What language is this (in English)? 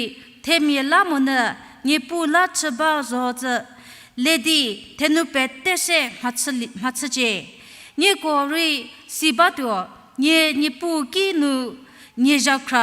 Angami Naga